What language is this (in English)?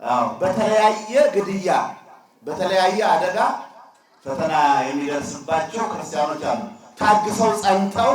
Amharic